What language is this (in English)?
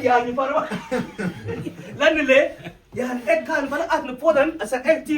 Mabaan